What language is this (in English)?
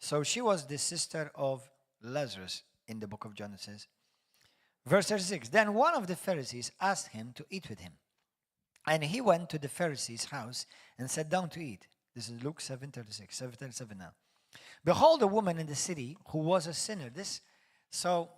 English